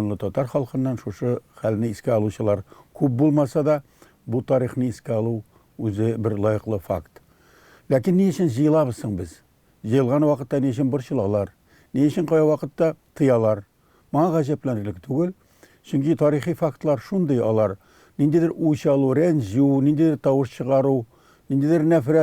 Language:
Tatar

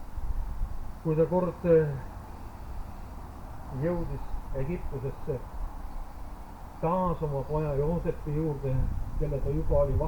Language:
Estonian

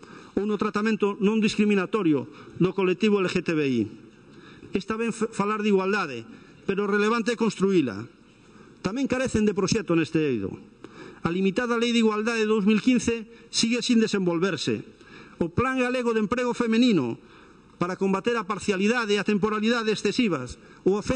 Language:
Galician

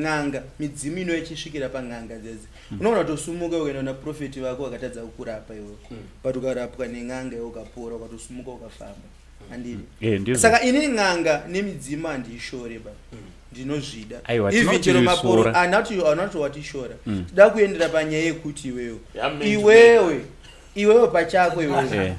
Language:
Shona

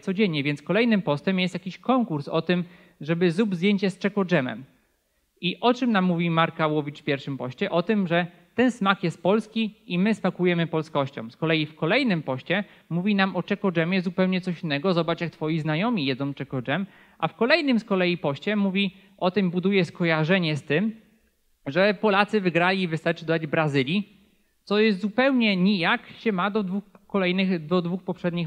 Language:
Polish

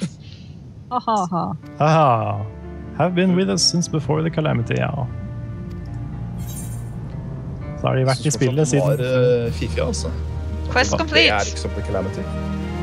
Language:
Norwegian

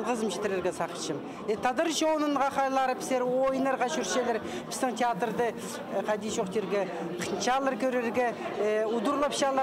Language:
Khakas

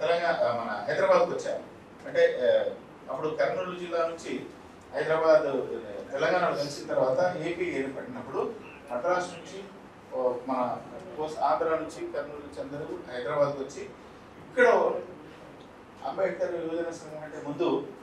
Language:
Telugu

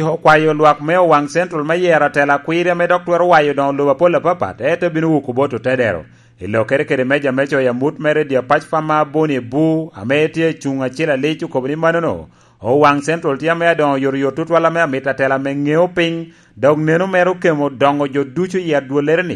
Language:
Lango (Uganda)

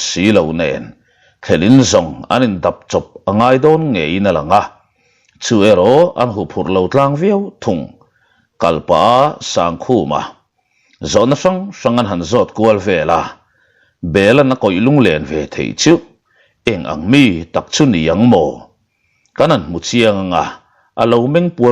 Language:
Mizo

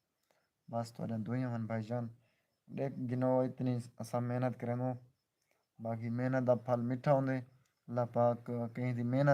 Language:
Saraiki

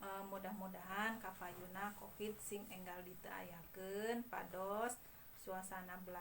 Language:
Sundanese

